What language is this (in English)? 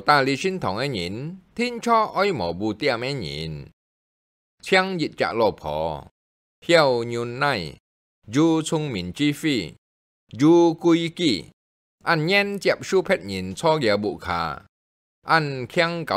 Hakka Chinese